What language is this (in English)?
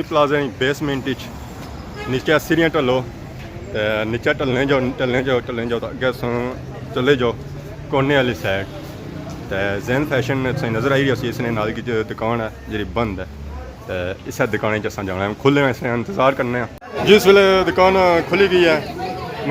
Pahari-Potwari